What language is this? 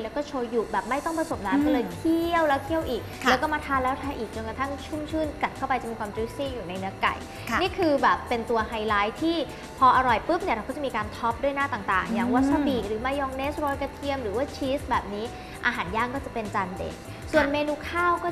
Thai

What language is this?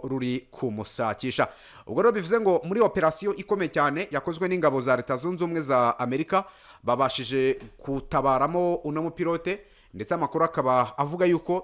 Kinyarwanda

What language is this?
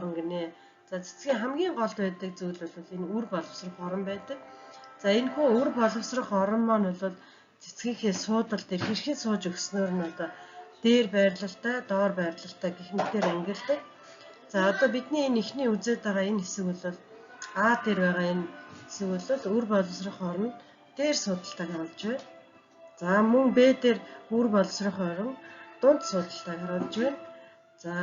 Mongolian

